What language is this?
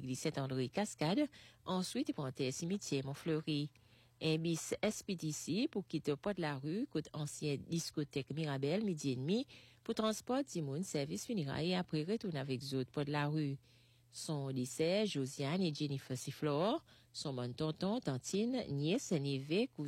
French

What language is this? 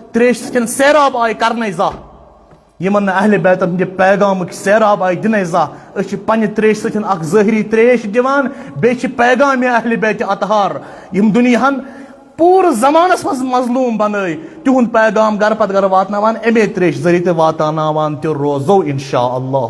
Kashmiri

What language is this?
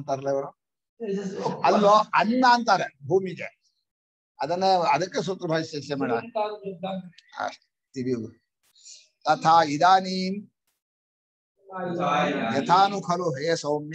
Kannada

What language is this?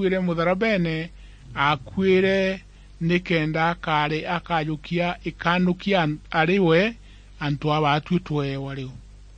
Meru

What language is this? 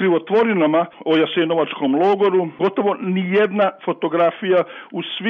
Croatian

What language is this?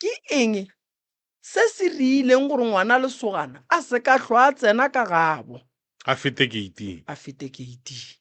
Northern Sotho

